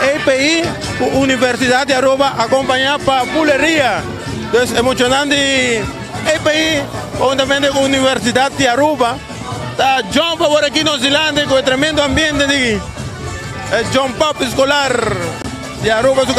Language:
Papiamento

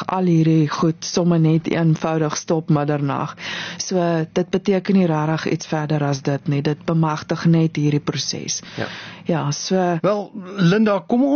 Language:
Afrikaans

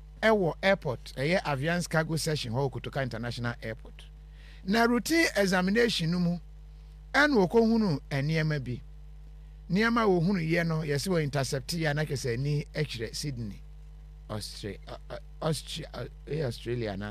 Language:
Akan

